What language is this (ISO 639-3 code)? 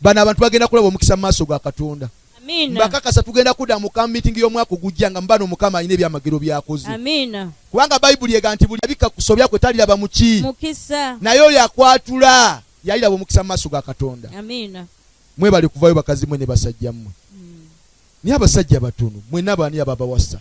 lug